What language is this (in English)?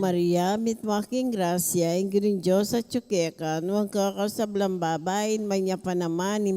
Pampanga